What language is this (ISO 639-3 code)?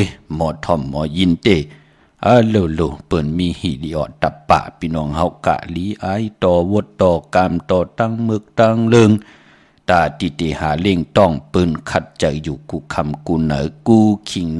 shn